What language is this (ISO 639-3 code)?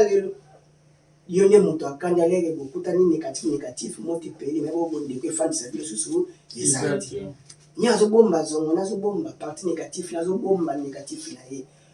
lin